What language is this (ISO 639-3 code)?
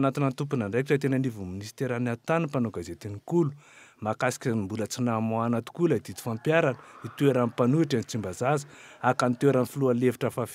mlg